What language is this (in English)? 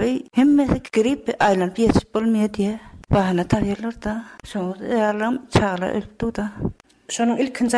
Turkmen